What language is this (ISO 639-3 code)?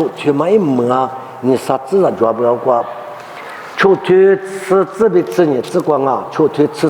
lis